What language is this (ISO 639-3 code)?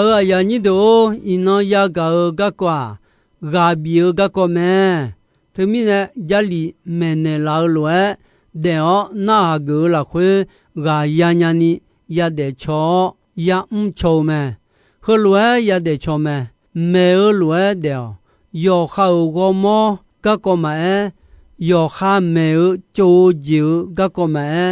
ahk